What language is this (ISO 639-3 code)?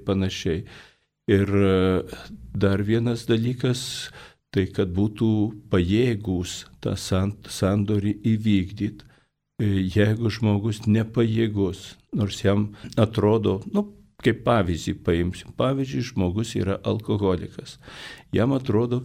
lit